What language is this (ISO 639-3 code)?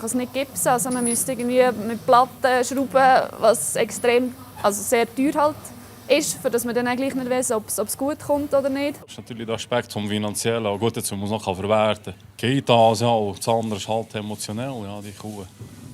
gsw